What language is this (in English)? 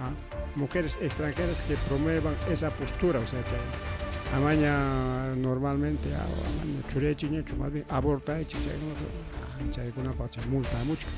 Ayacucho Quechua